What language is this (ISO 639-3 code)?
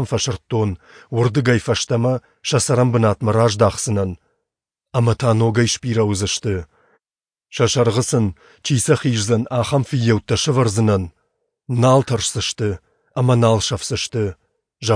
oss